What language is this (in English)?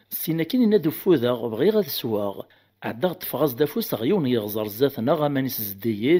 Kabyle